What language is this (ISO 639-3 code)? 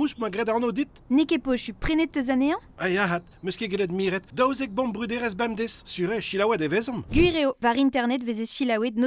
bre